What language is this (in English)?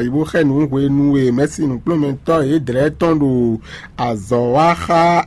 Fon